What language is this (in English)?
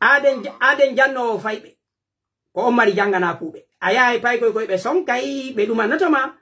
Pular